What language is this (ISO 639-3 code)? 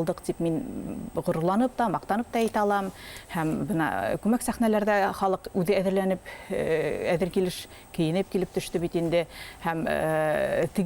bak